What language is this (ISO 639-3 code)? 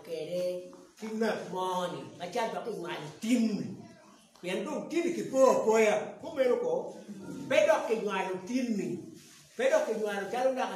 ach